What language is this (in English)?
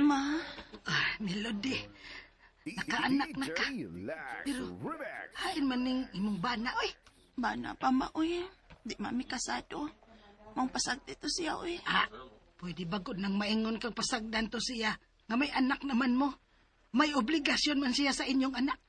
Cebuano